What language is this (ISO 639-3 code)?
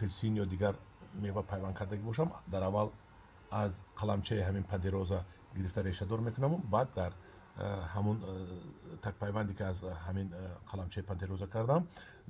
tgk